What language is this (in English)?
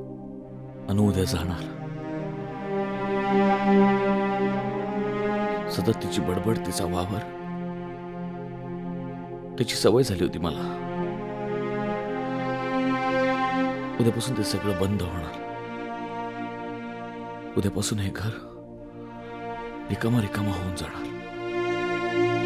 Marathi